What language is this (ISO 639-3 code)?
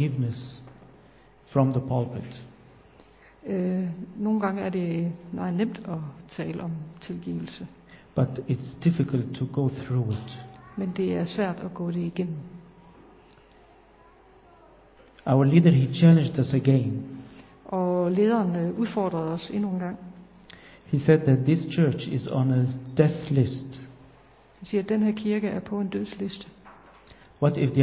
dan